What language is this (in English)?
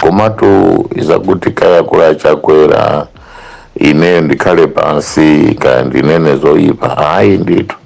Nyanja